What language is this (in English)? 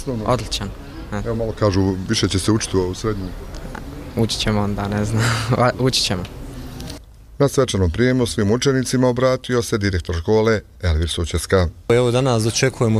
Bosnian